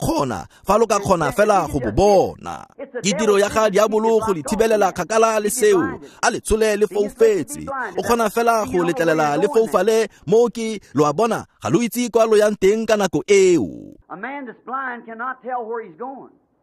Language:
Tswana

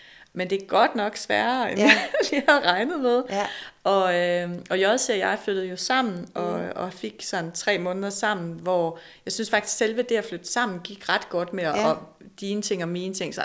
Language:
Danish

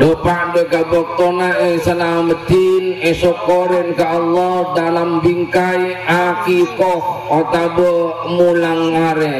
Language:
Madurese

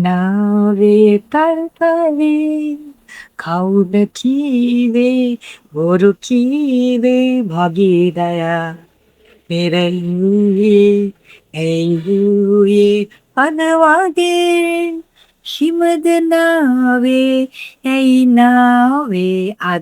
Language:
Sinhala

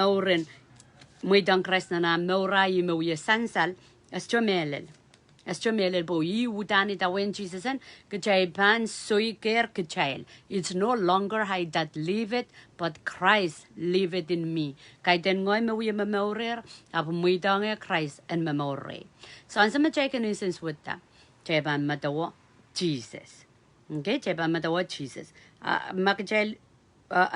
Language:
Pohnpeian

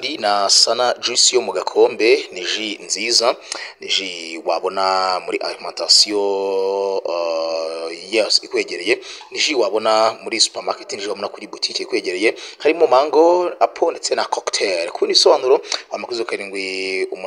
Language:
Kinyarwanda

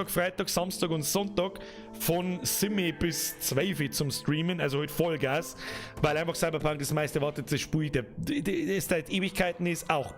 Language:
Bavarian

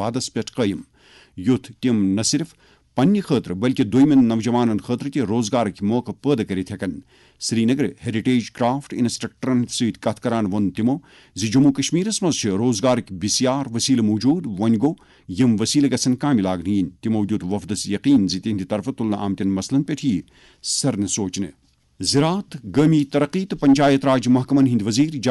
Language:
Kashmiri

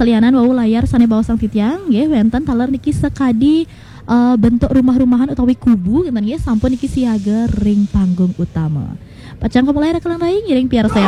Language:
Balinese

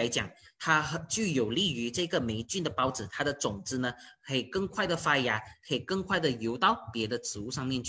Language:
Chinese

